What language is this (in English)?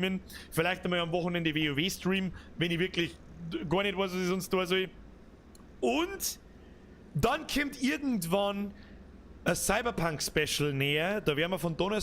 Bavarian